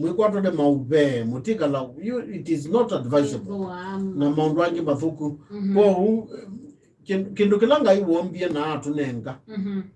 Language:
Kamba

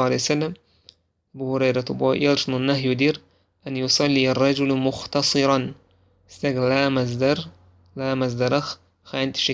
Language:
Chechen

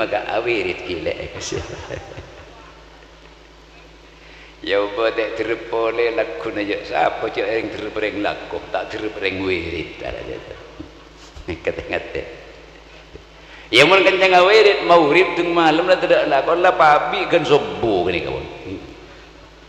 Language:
Madurese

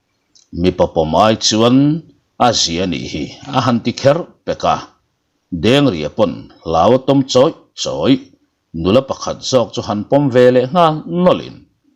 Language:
Mizo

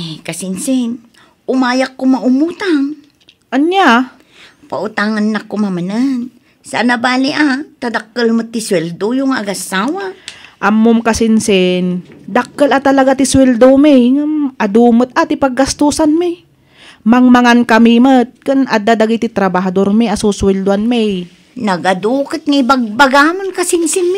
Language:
Iloko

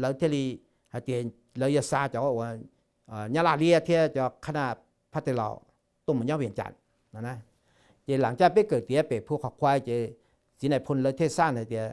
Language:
Hmong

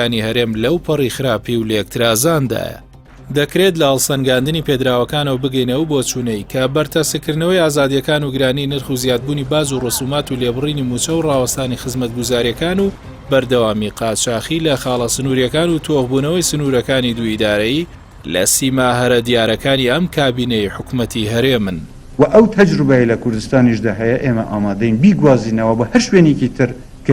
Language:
Central Kurdish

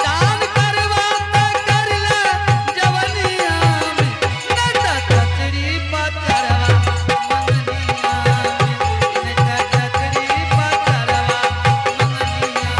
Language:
Angika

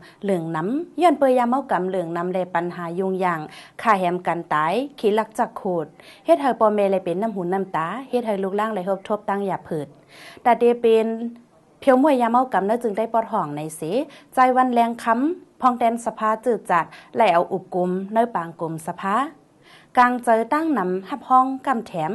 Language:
Shan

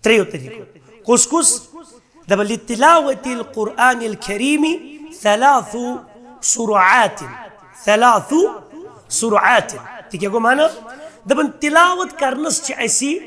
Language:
Kashmiri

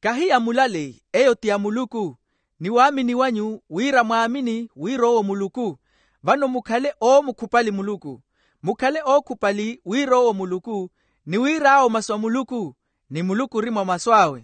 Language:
Makhuwa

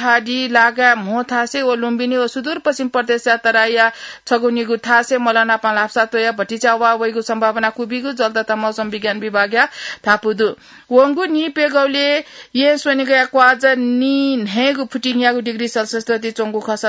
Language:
Newari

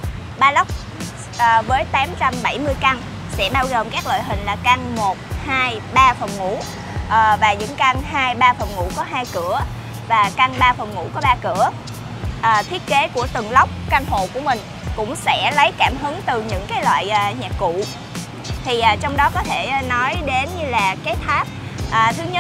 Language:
Vietnamese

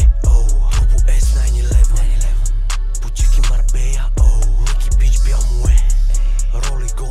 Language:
Bulgarian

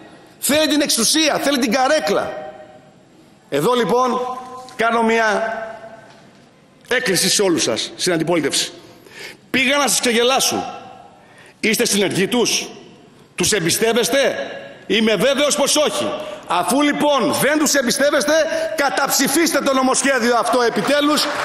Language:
Greek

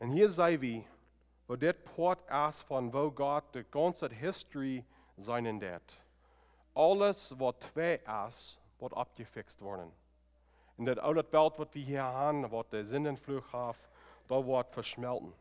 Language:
Plautdietsch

